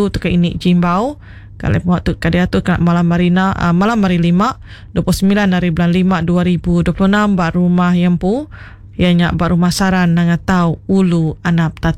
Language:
Iban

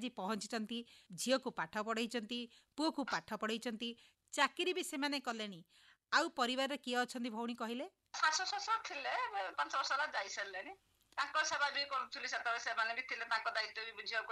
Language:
Odia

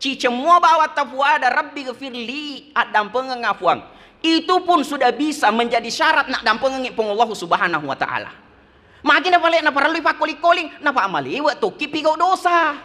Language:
Buginese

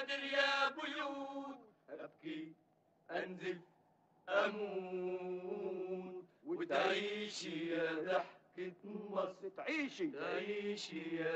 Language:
Egyptian Arabic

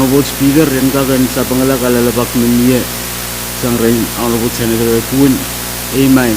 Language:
Pohnpeian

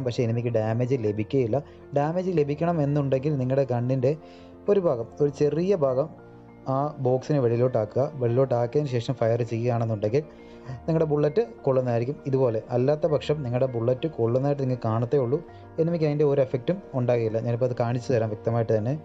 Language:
Malayalam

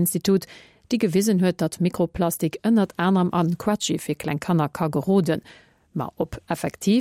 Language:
Luxembourgish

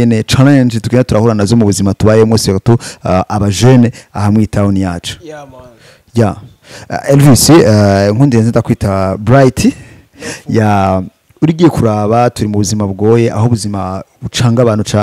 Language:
Rundi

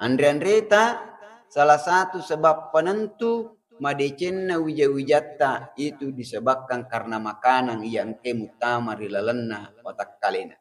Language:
Buginese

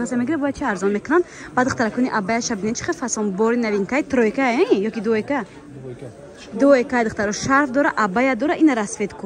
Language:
Tajik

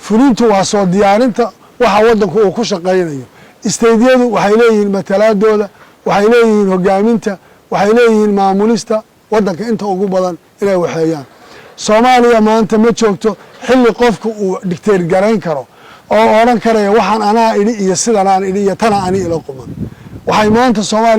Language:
Somali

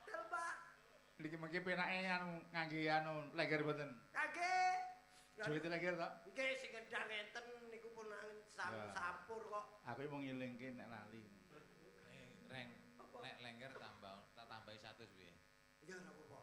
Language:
Javanese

